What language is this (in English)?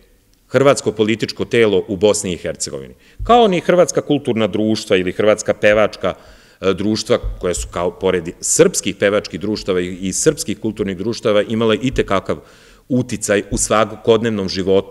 Serbian